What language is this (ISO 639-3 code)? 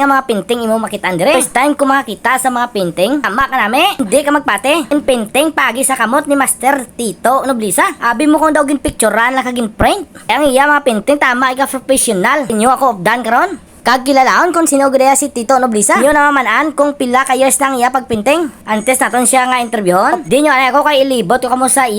hil